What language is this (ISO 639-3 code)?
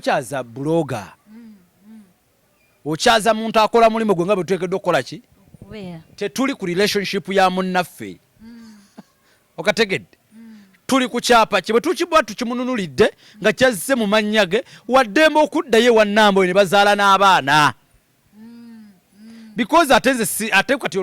lug